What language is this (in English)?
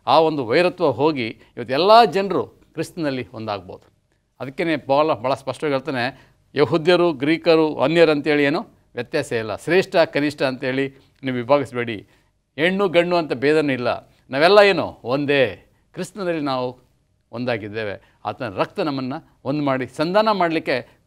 Kannada